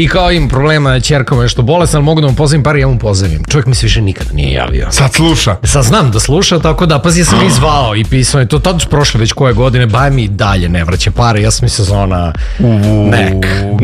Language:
Serbian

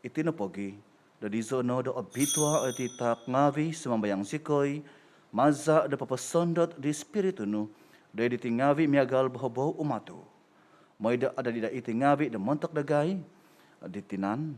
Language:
Central Dusun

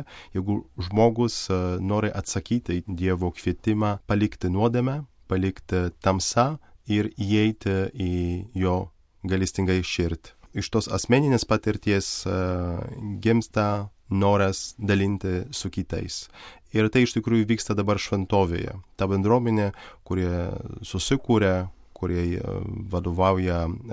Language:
Lithuanian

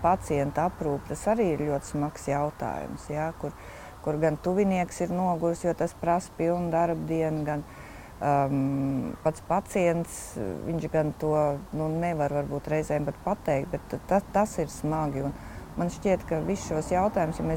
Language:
Latvian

